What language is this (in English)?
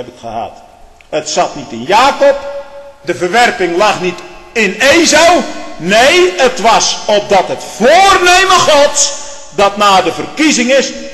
Dutch